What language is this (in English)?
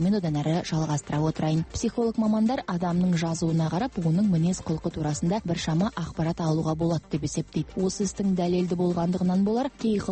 Kazakh